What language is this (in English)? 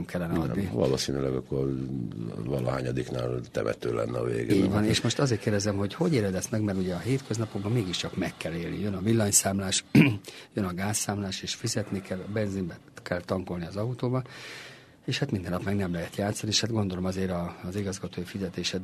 Hungarian